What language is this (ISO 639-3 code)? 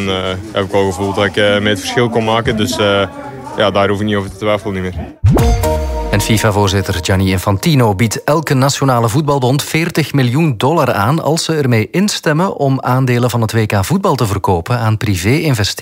nld